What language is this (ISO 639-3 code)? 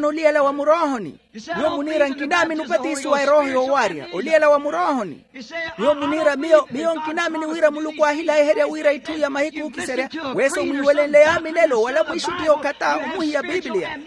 vmw